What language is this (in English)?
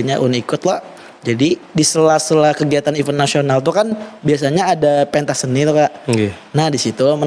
Banjar